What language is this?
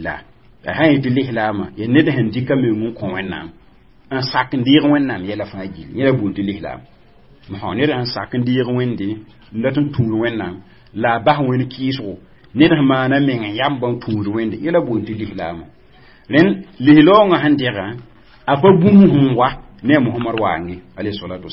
Mossi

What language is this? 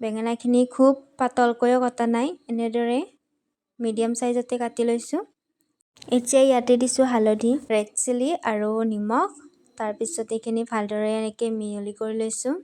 Assamese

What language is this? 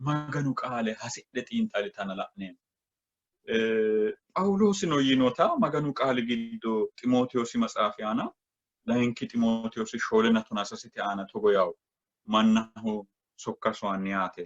Sidamo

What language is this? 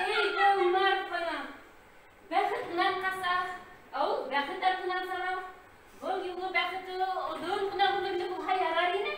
Bashkir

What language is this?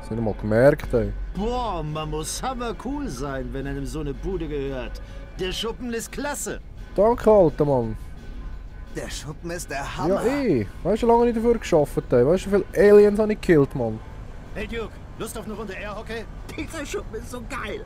Swiss German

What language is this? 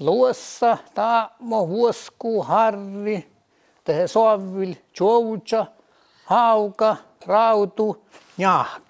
Northern Sami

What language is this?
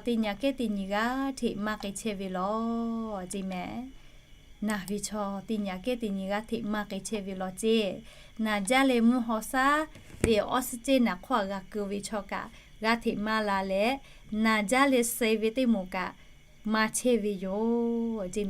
Lahu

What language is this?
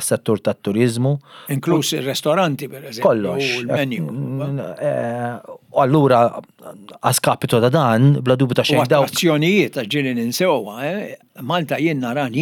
Maltese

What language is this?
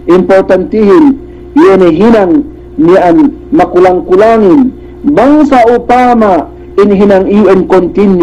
Yakan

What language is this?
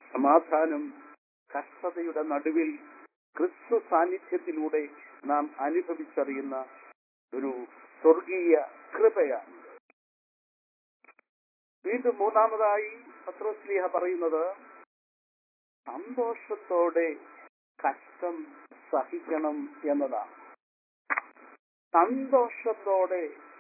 Malayalam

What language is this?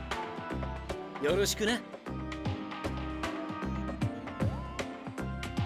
Japanese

